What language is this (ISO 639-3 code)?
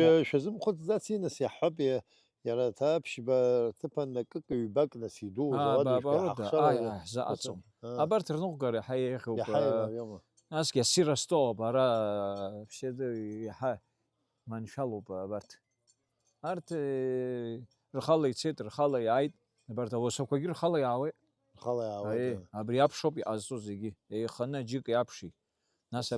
abk